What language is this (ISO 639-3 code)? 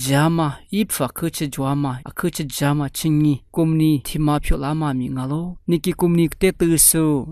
lis